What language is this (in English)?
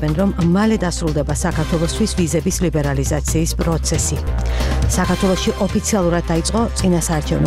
Georgian